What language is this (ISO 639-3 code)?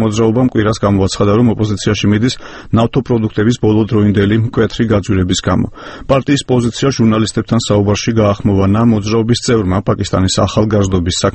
kat